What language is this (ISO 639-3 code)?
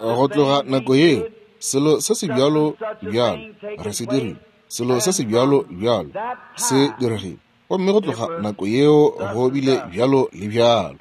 nso